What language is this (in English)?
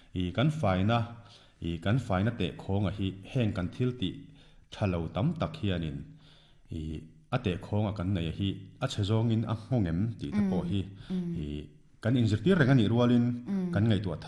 Mizo